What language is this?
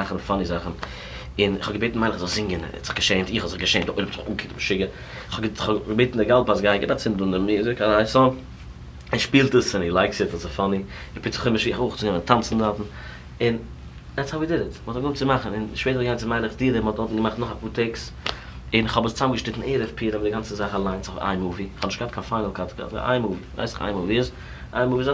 Yiddish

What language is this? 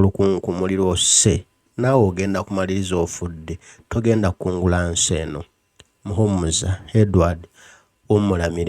Ganda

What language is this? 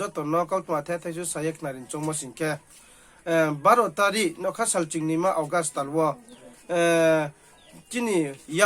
Riang (India)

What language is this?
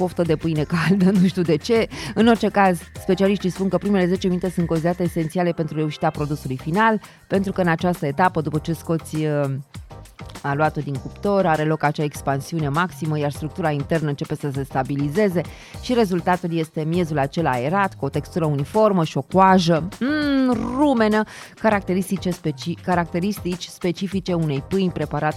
Romanian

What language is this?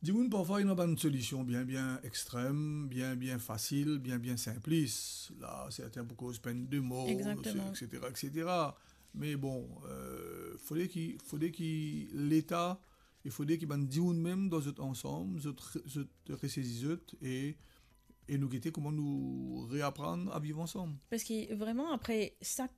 Morisyen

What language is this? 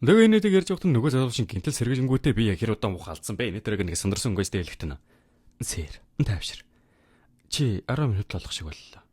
Mongolian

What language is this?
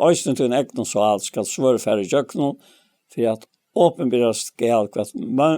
Faroese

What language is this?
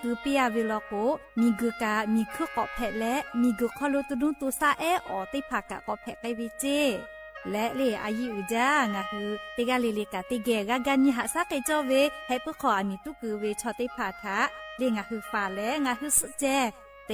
Lahu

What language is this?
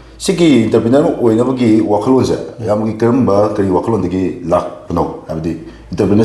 Manipuri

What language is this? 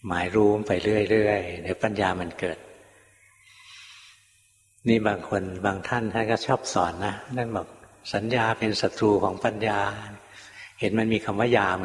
Thai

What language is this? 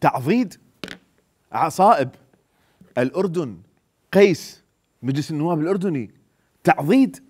Mesopotamian Arabic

